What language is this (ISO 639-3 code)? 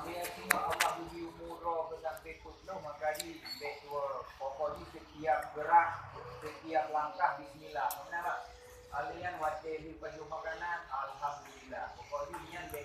ace